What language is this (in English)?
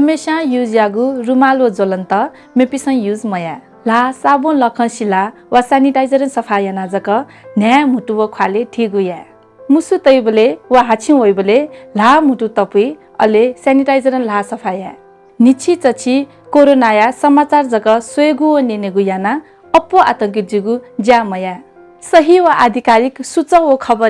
Newari